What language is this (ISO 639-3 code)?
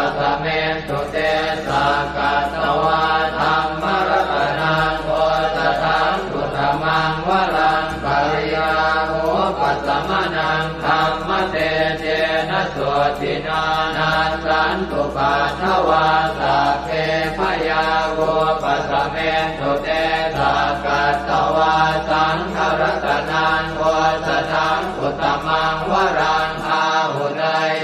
pli